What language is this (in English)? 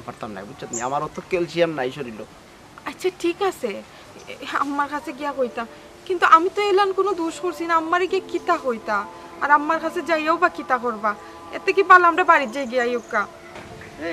Sylheti